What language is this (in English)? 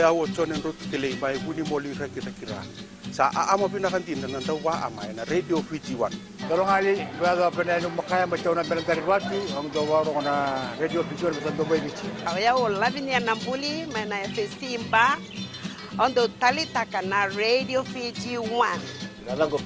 Fijian